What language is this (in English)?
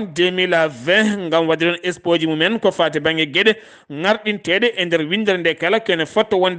Fula